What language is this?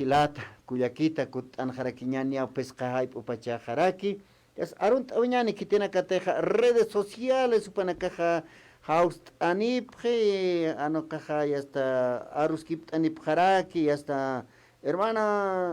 Aymara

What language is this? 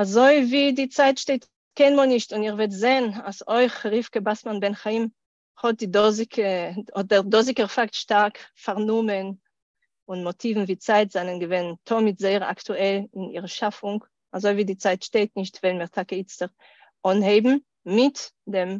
Yiddish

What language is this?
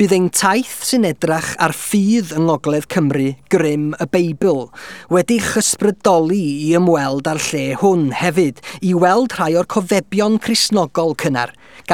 Welsh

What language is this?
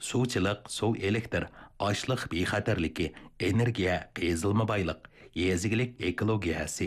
Uyghur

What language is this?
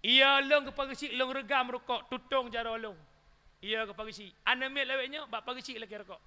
Achinese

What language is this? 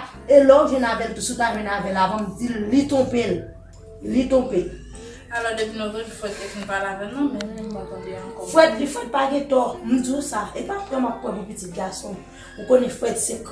Haitian Creole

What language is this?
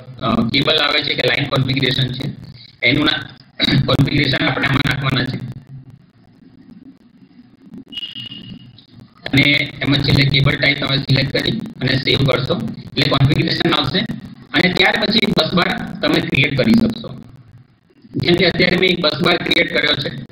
Gujarati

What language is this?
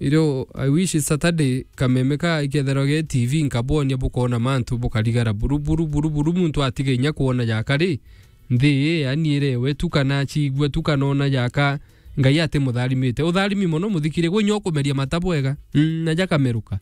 Meru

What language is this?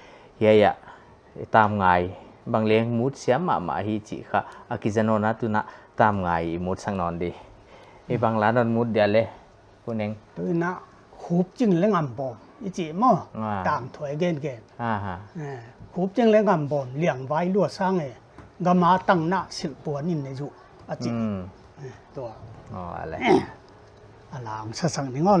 Paite Chin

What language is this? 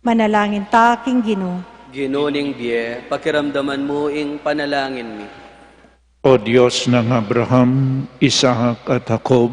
Pampanga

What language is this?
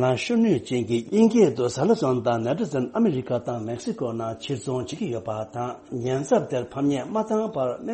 Tibetan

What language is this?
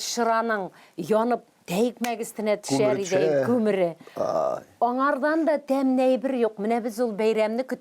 Tatar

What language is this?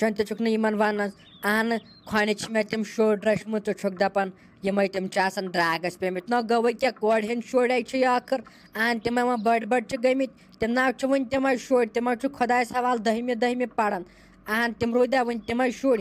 Kashmiri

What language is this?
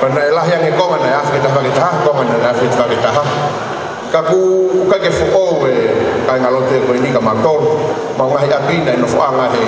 Tongan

